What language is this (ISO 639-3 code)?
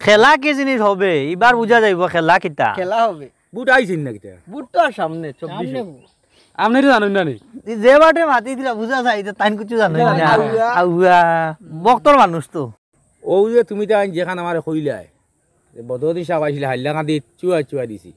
syl